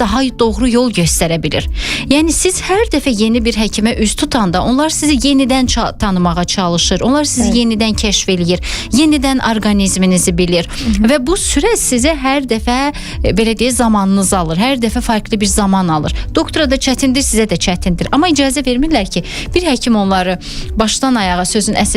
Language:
Azerbaijani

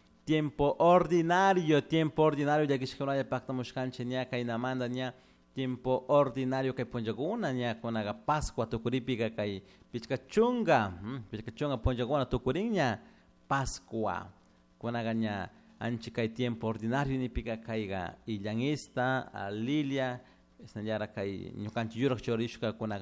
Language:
Chimborazo Highland Quichua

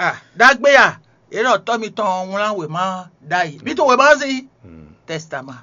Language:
Fon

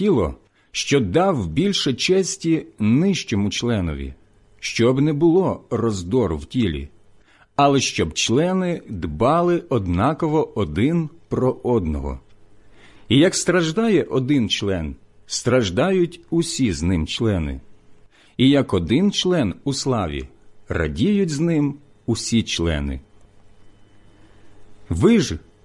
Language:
Ukrainian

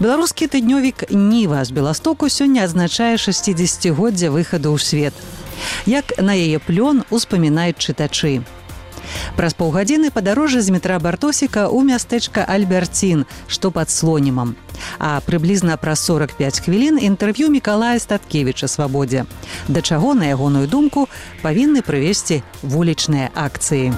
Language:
Belarusian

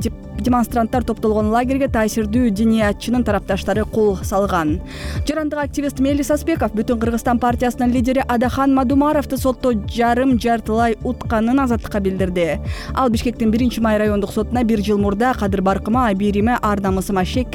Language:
Kyrgyz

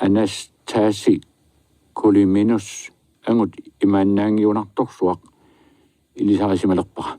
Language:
Kalaallisut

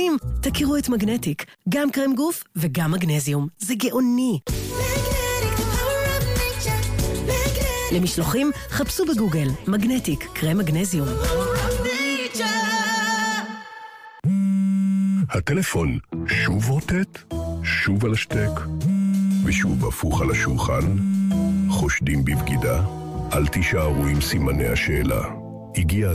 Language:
Hebrew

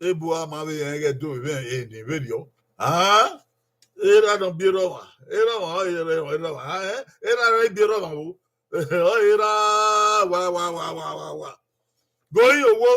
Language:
Bini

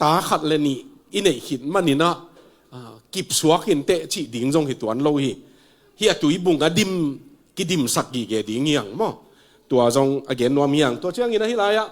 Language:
Tedim Chin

